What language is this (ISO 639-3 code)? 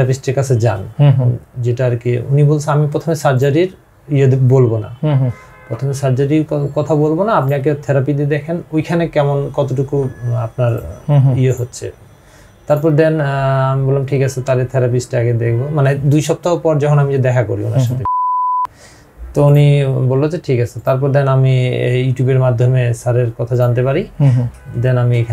ben